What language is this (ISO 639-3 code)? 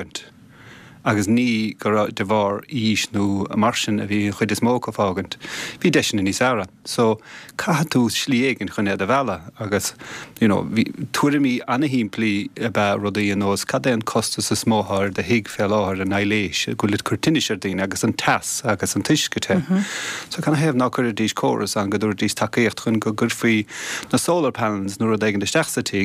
gle